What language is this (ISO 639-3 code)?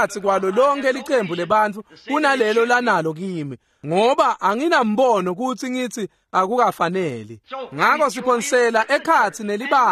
ssw